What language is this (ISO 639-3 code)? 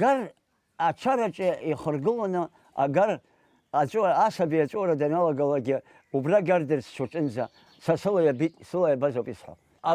abk